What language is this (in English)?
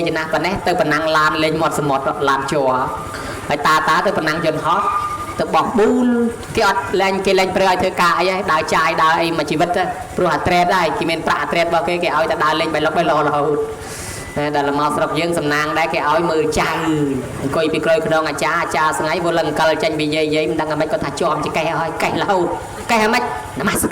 Khmer